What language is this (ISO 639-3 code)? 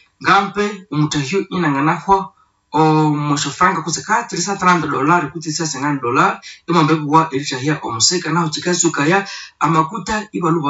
nnb